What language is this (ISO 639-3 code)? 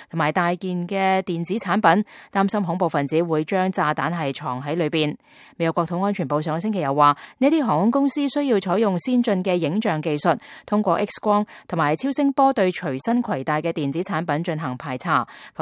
yue